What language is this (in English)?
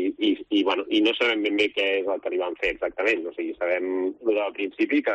Catalan